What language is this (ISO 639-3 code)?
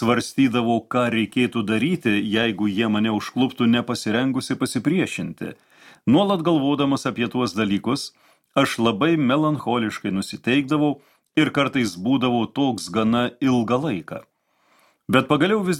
lit